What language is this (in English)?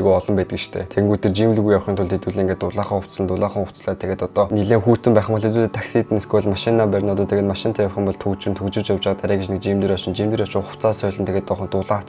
Mongolian